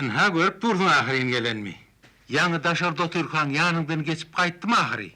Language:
Turkmen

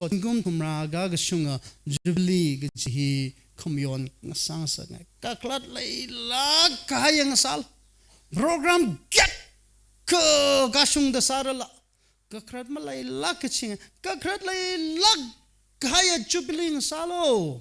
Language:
Tangkhul Naga (India)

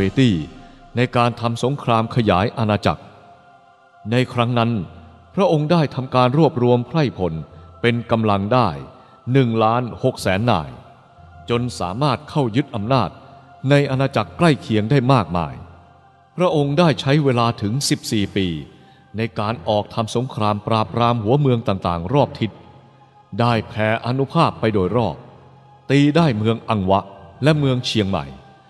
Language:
Thai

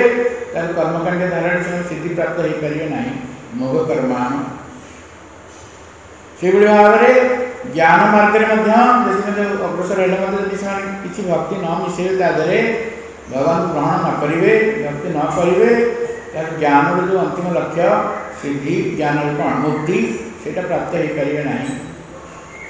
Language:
Odia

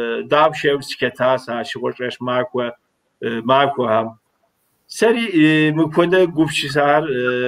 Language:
Kabardian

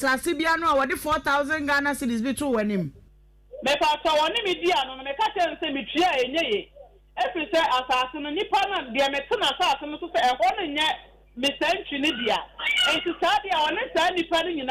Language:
Akan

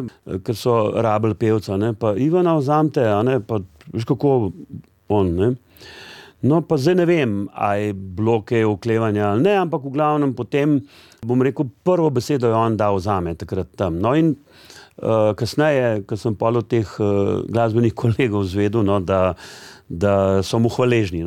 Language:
Slovenian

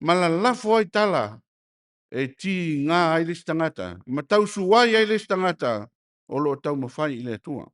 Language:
Samoan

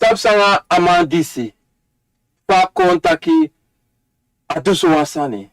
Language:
Sranan Tongo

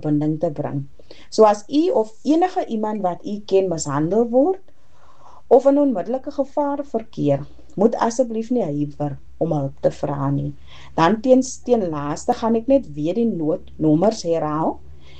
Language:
Afrikaans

